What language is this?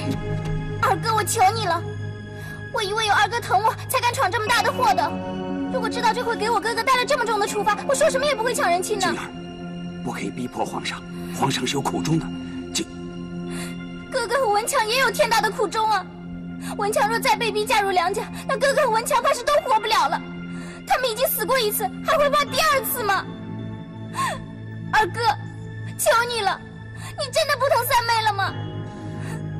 Chinese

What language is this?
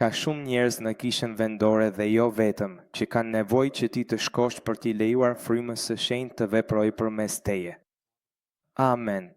Albanian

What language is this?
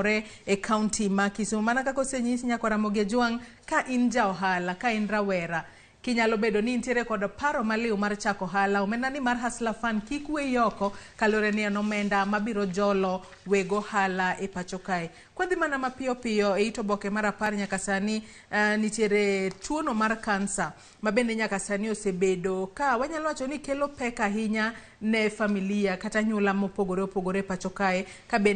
Luo (Kenya and Tanzania)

